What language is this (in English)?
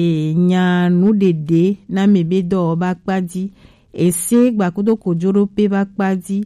Gen